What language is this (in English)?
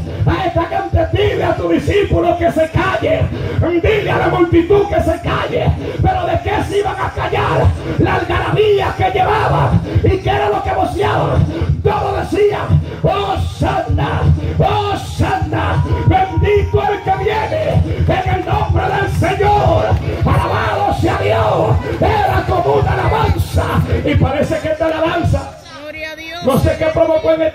Spanish